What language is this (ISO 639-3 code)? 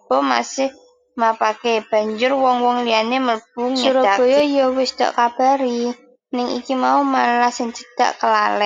jav